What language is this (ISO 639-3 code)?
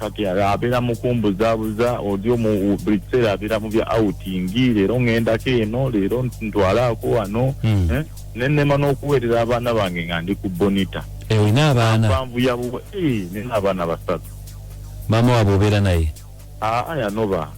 lug